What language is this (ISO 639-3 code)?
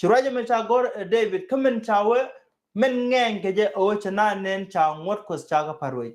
nus